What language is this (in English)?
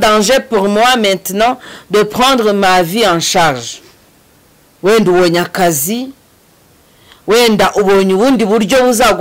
Kinyarwanda